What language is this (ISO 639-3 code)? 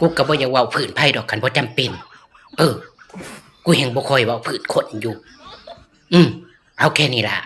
tts